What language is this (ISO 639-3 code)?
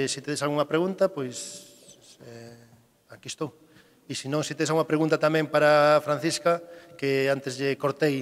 glg